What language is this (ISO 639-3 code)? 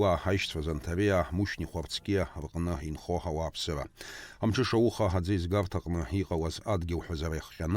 abk